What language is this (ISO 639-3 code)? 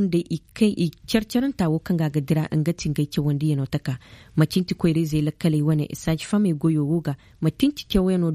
ses